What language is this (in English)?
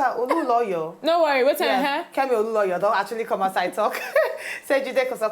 Nigerian Pidgin